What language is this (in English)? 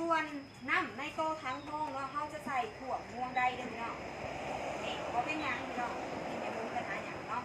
Northeastern Thai